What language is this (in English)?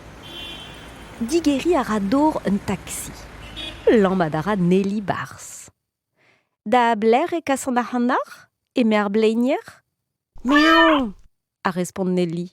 Breton